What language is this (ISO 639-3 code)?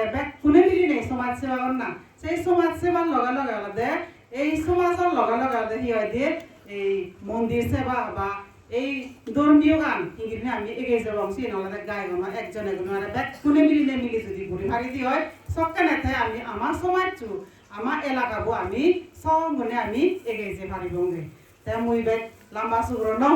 ccp